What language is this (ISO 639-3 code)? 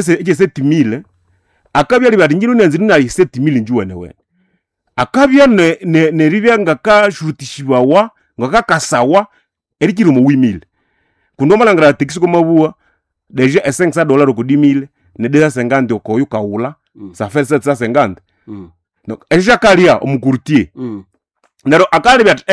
nnb